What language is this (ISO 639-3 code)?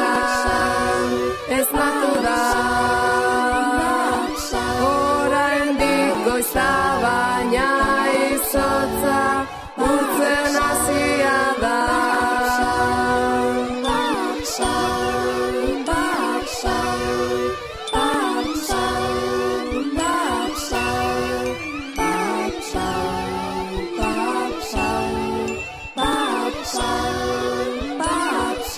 eus